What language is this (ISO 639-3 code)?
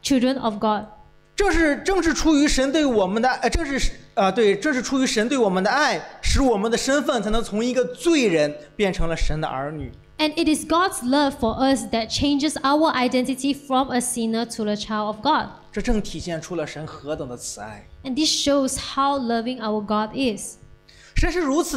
zho